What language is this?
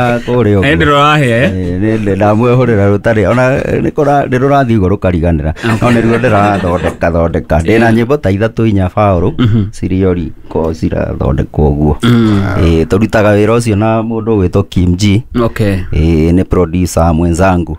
Kikuyu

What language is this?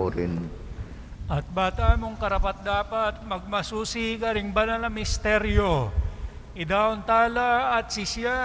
Pampanga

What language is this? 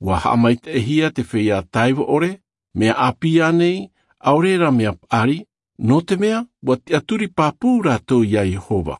Tahitian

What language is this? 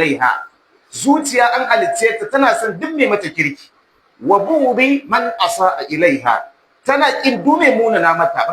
Hausa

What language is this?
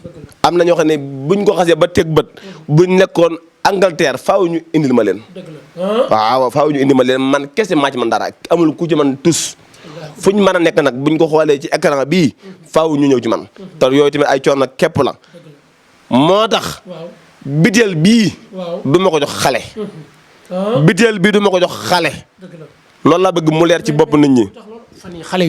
Wolof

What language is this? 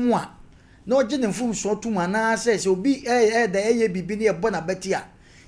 Akan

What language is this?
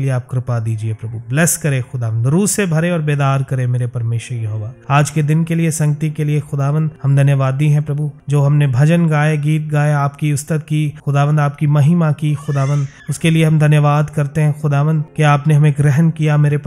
Hindi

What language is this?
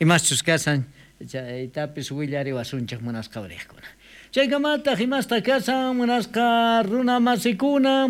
South Bolivian Quechua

